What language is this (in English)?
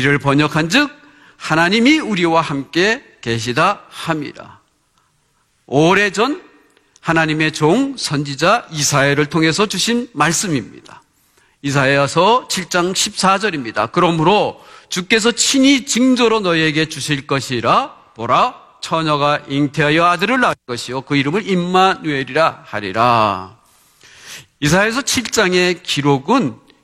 Korean